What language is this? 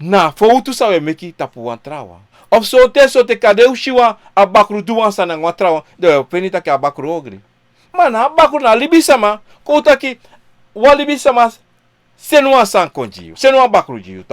Sranan Tongo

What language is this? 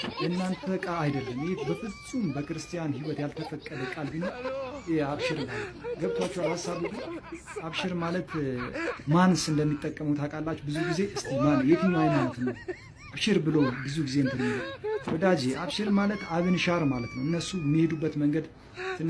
Amharic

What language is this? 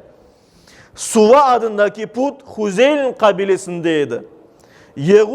Crimean Tatar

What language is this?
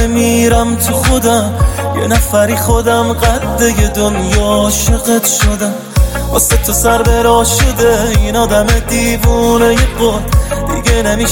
Persian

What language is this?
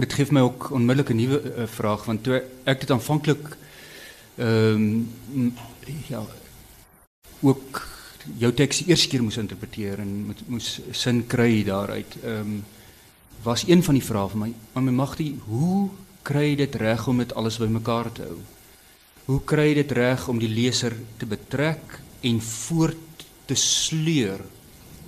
Afrikaans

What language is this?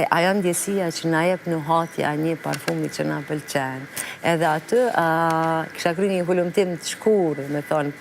Albanian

